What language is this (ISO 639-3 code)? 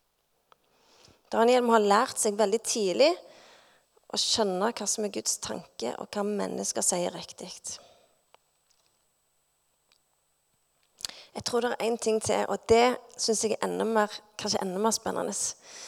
nor